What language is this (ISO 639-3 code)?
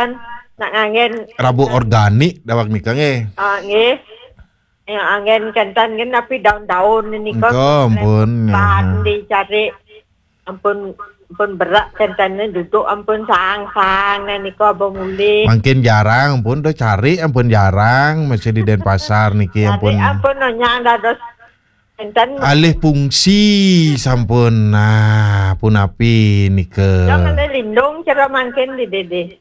ban